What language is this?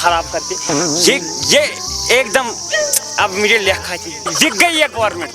Kashmiri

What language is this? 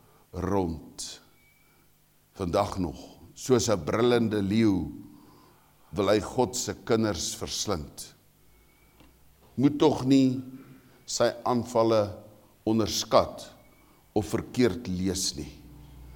Afrikaans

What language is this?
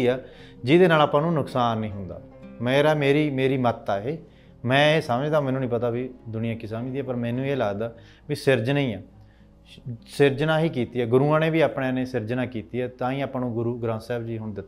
Punjabi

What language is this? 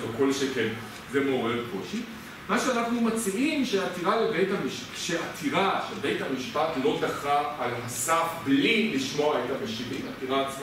Hebrew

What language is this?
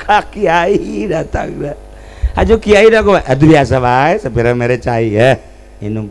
Sundanese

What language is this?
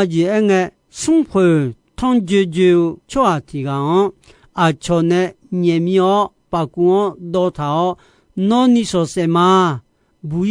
Akha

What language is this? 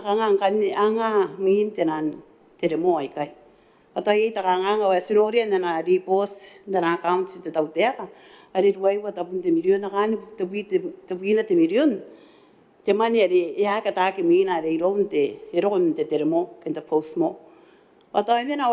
Gilbertese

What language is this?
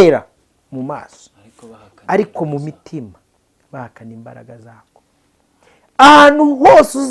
Kinyarwanda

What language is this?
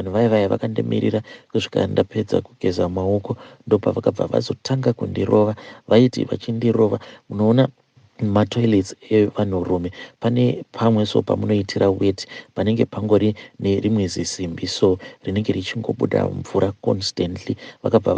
Shona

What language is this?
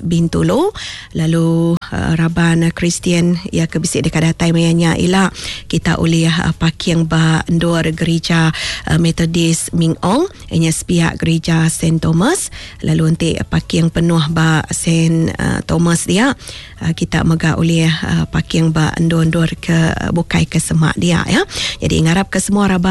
Iban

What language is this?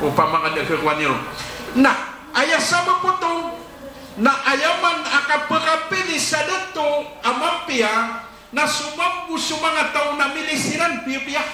Maranao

